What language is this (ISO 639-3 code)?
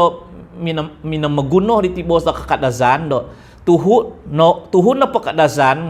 dtp